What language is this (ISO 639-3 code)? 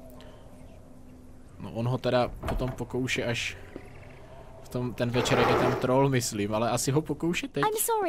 ces